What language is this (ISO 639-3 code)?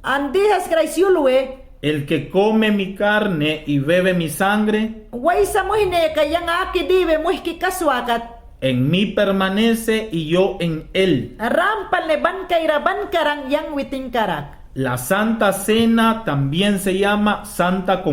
yan